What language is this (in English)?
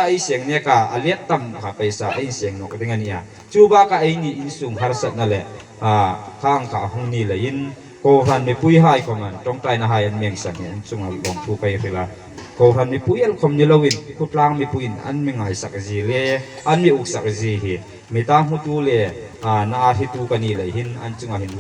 Hmar